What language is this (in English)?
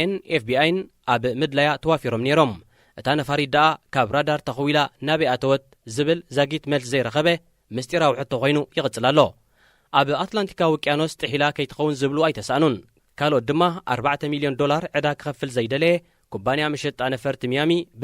Tigrinya